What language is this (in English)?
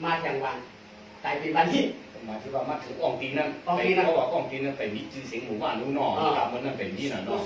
Shan